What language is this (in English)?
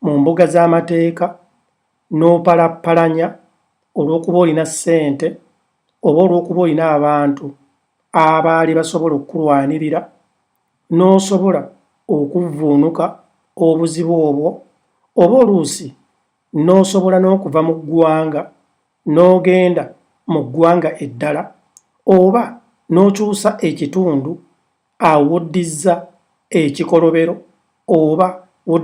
Ganda